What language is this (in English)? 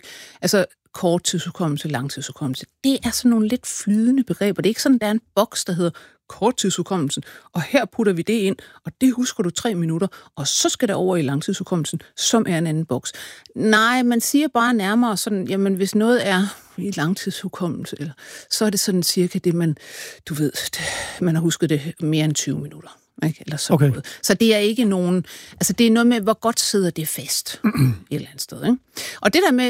Danish